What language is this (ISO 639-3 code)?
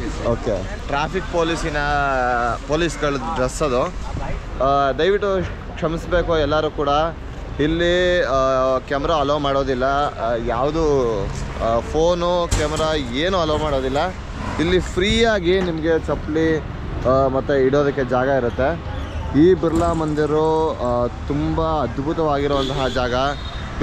kan